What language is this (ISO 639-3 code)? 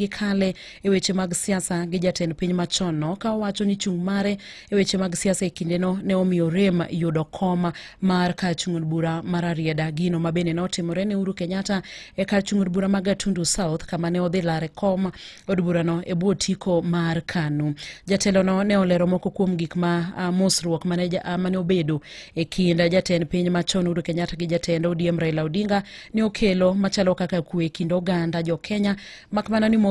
luo